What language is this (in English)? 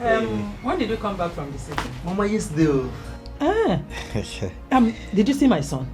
Nigerian Pidgin